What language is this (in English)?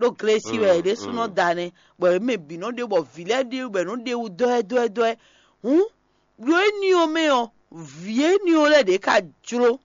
Fon